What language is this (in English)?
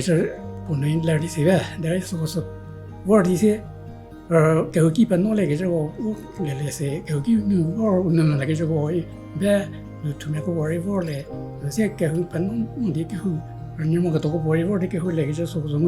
Angami Naga